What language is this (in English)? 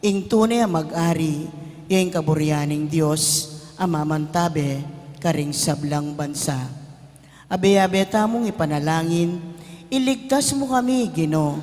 Pampanga